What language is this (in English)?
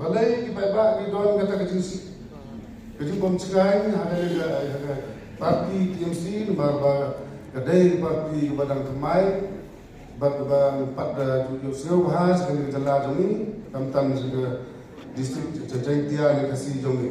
Khasi